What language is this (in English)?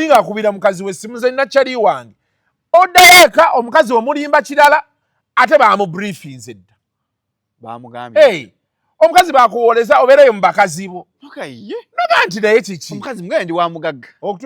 Ganda